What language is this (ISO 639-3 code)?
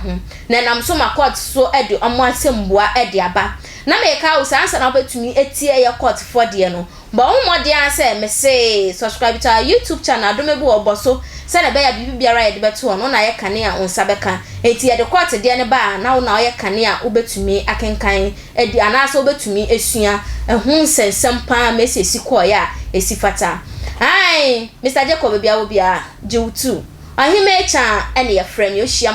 aka